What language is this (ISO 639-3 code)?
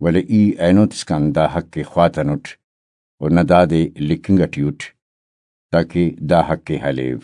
brh